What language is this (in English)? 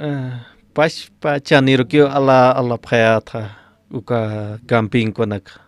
Aymara